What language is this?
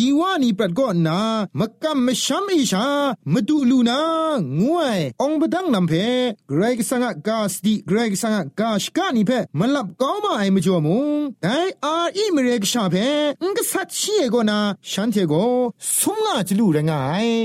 Thai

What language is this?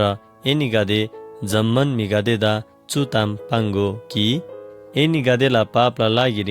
Eastern Tamang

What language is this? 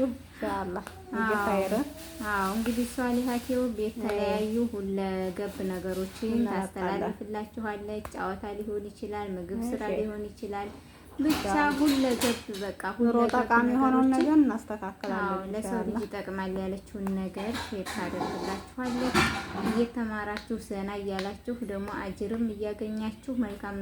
Amharic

